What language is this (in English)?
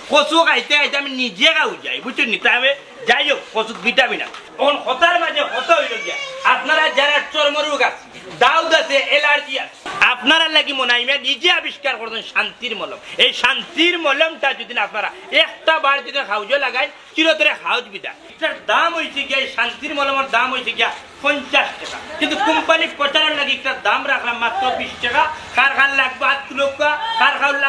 Sylheti